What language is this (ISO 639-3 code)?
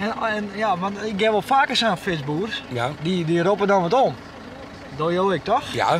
fry